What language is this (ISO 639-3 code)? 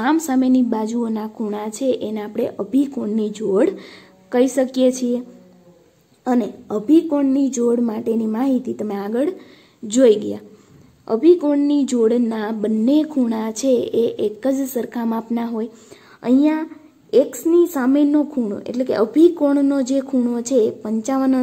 guj